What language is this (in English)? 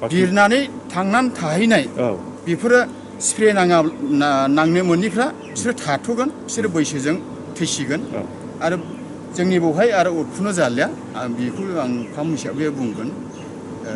Bodo